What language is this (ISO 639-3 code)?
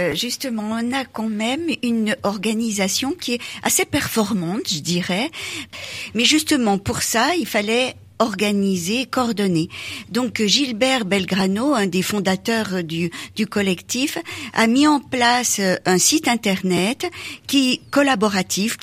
fra